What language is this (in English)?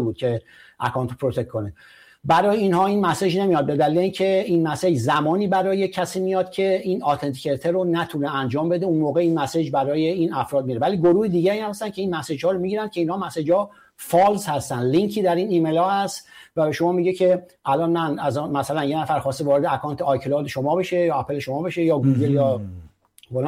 Persian